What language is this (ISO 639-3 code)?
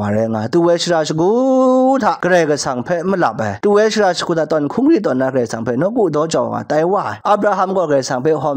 kac